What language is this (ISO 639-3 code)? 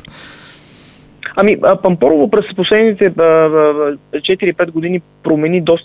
bul